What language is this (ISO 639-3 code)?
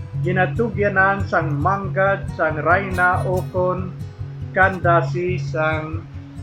hil